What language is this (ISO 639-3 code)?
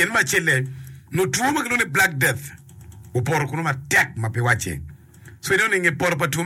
ach